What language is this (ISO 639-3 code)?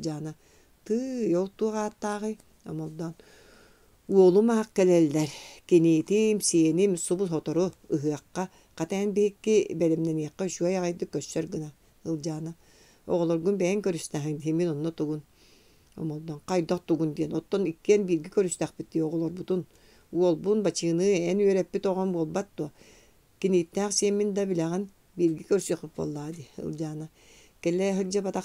sah